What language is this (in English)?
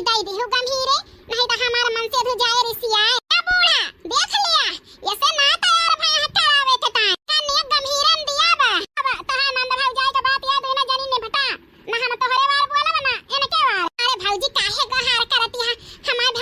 Awadhi